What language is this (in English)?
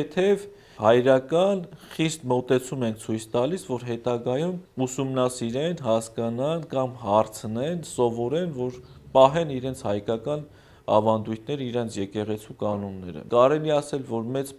Armenian